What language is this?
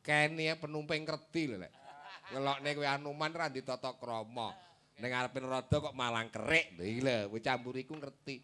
Javanese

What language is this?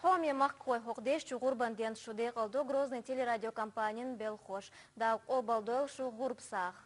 Chechen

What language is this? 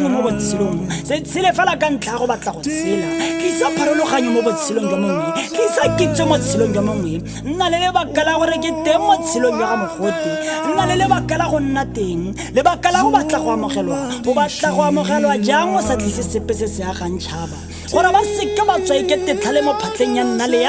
Tswana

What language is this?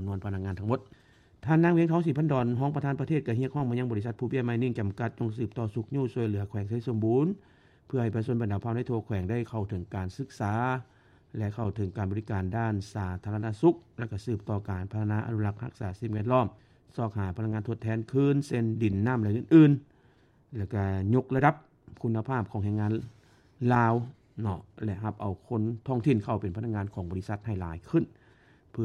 Lao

